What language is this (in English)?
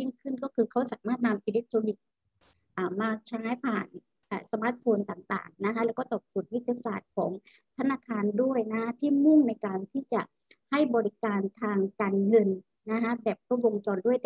Thai